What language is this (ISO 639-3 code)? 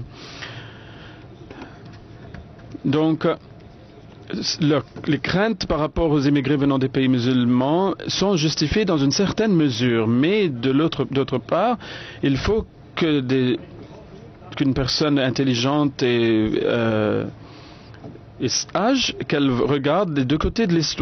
fra